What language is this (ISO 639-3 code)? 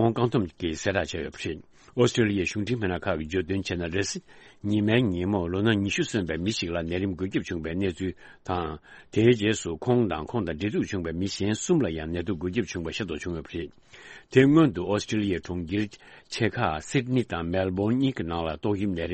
bod